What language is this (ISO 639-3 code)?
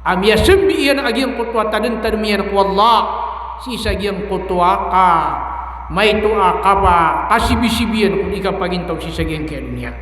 mrw